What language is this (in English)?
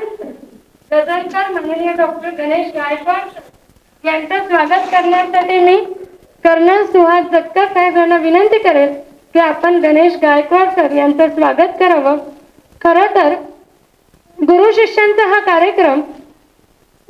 Marathi